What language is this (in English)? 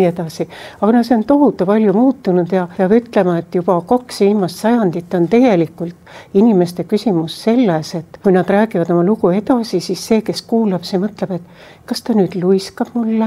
Estonian